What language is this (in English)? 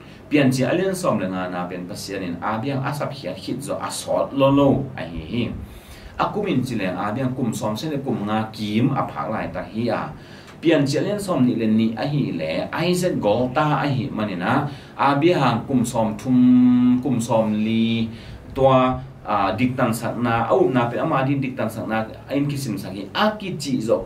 Tedim Chin